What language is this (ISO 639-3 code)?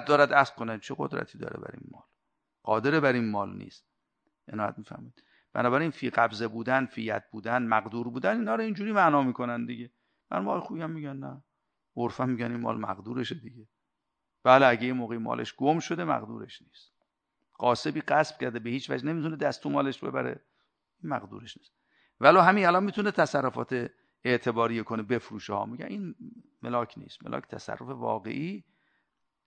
fas